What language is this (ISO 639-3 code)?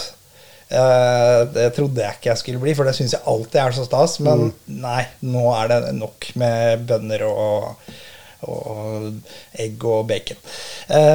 nor